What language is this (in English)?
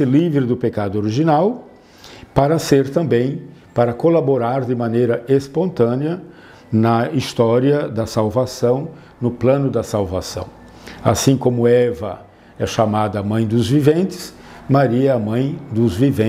Portuguese